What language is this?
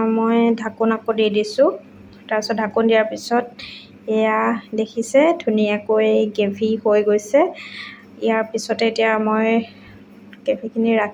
Assamese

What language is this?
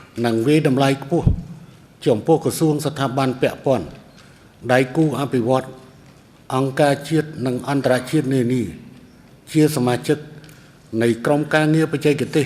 Khmer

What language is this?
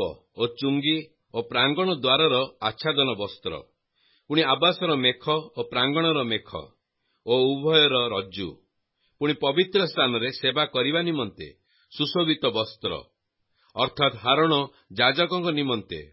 Odia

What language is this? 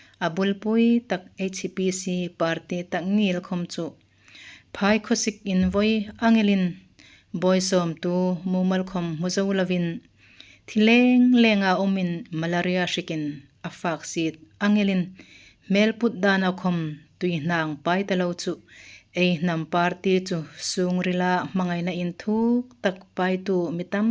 Hmar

